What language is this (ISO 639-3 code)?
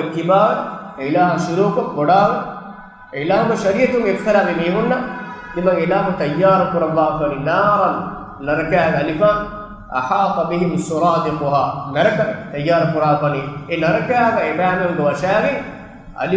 div